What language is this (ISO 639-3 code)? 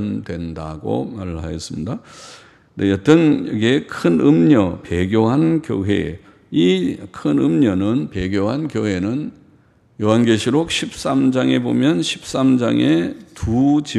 kor